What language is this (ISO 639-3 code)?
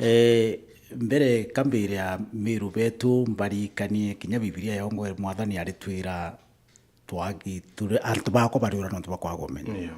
mer